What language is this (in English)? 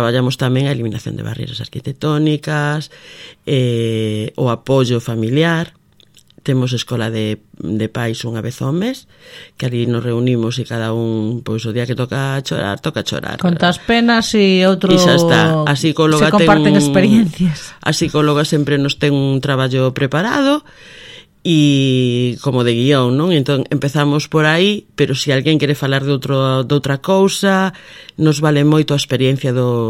Galician